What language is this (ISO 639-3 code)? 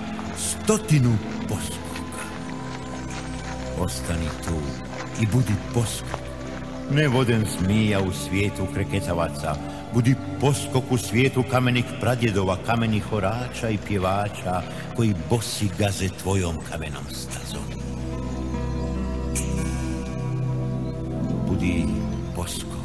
hrv